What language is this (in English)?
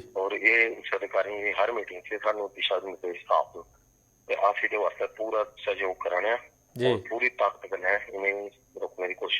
Dogri